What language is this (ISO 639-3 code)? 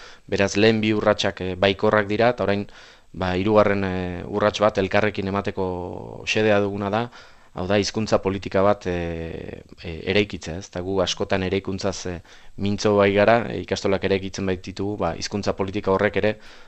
eus